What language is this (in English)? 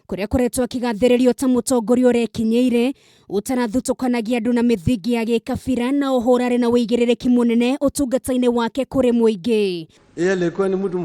Kikuyu